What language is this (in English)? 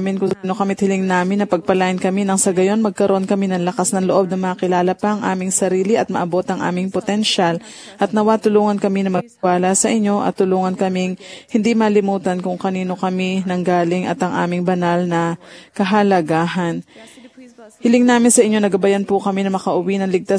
Filipino